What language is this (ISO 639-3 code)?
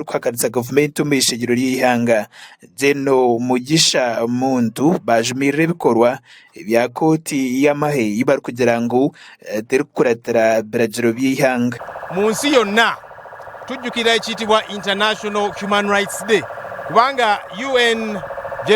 nyn